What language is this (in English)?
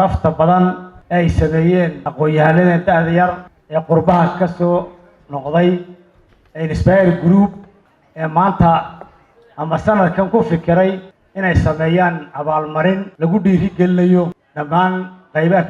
Somali